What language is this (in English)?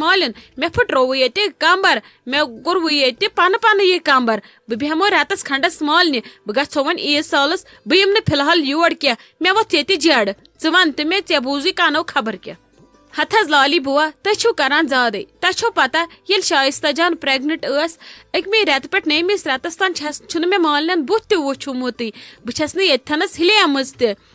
Kashmiri